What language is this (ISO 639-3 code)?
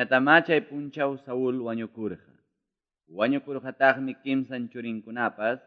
quy